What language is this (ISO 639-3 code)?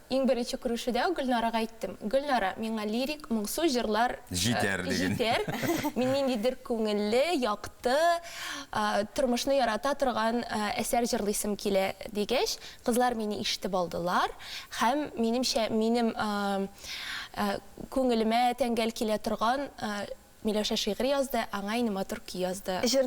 tat